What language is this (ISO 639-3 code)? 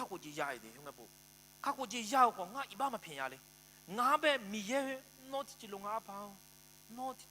ahk